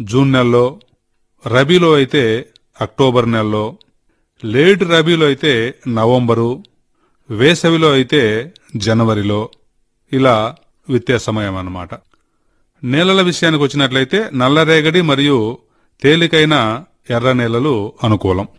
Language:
Telugu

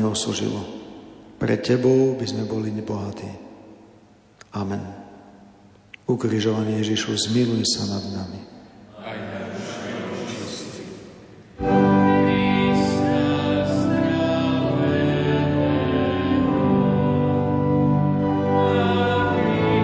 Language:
Slovak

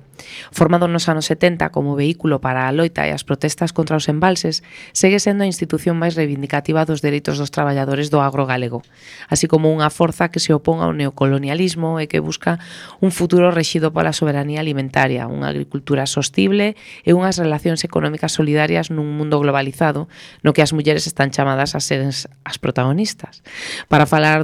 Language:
Galician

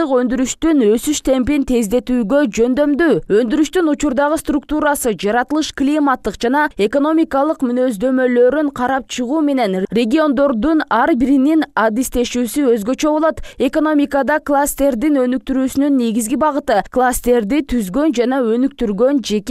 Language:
Kyrgyz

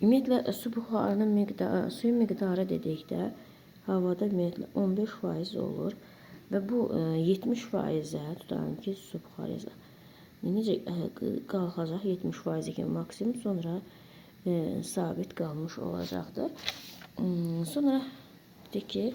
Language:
Azerbaijani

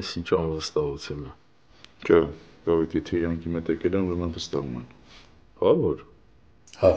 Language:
Armenian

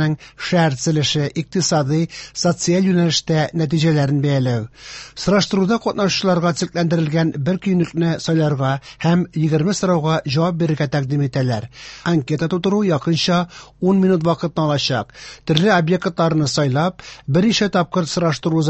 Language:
Tatar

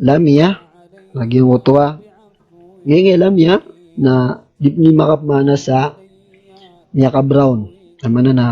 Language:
Maranao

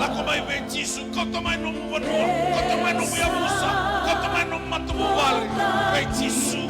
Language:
Fijian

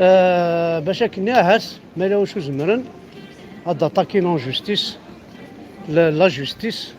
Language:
Kabyle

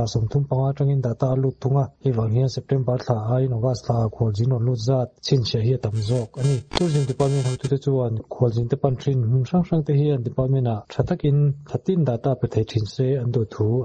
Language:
Mizo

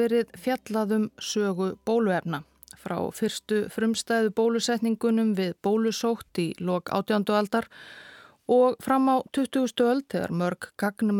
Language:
Icelandic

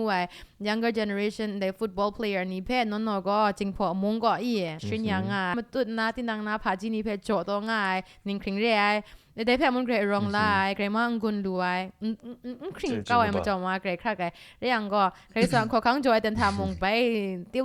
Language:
Kachin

